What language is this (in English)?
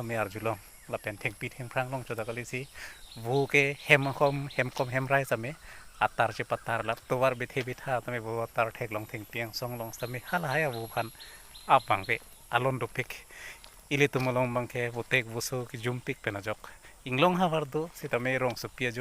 Karbi